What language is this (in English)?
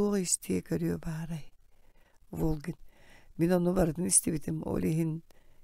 Yakut